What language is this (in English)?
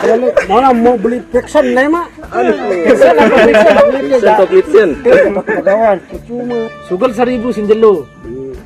Sasak